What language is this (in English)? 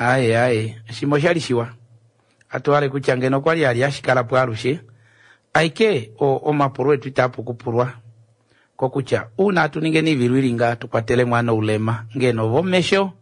Kuanyama